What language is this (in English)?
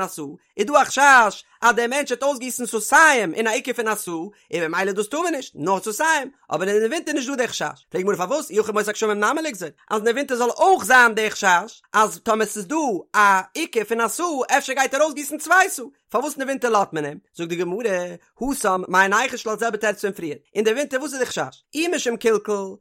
Yiddish